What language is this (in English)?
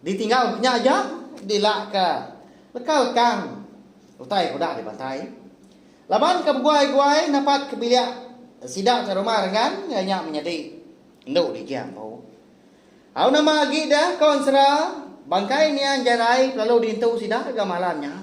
Iban